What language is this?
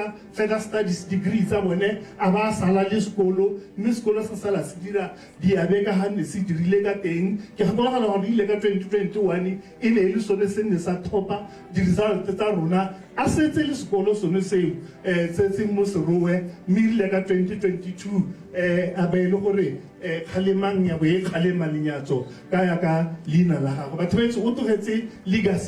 Tswana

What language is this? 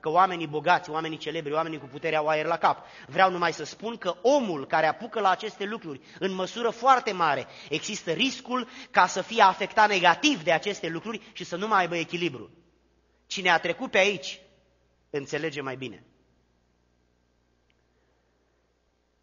Romanian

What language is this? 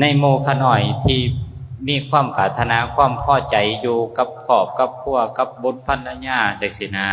Lao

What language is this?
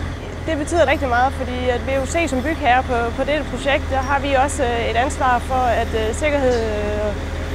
Danish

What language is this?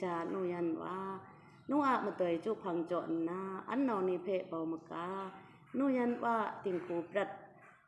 Kachin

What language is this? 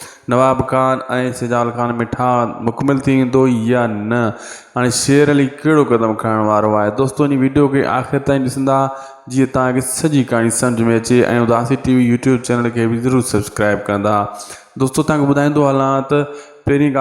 Sindhi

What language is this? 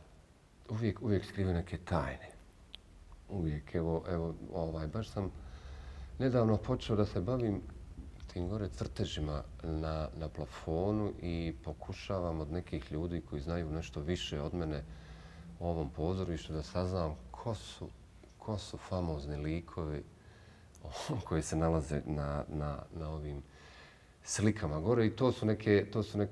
Bosnian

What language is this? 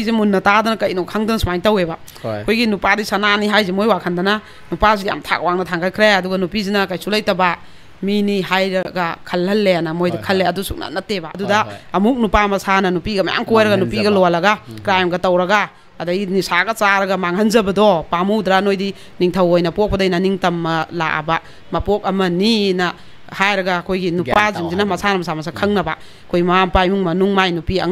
Manipuri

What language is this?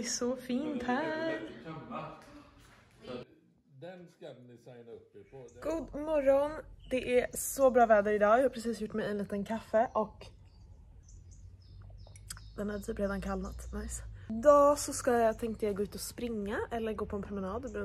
Swedish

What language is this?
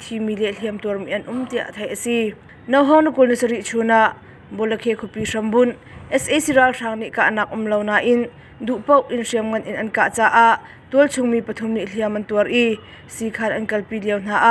Hakha Chin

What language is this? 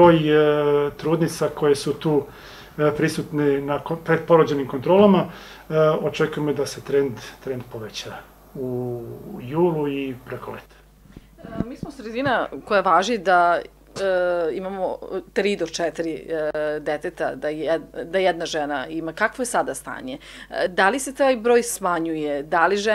Serbian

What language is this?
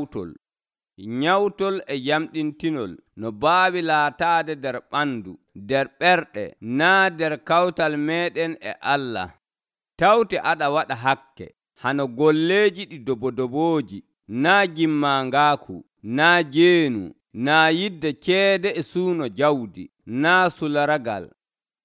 Nigerian Fulfulde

